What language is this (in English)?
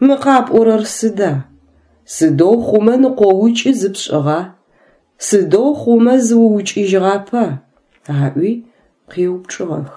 Adyghe